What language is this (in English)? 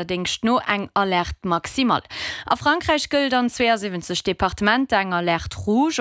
Luxembourgish